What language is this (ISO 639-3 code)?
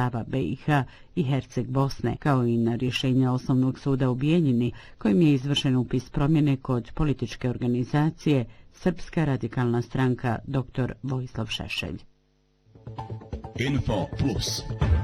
bos